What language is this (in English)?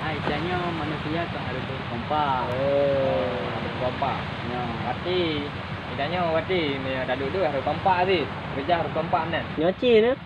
Achinese